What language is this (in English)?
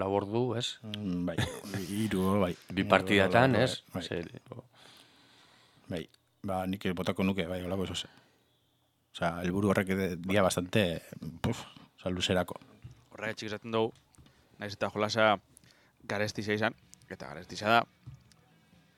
Basque